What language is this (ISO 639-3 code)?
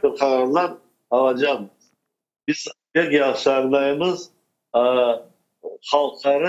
crh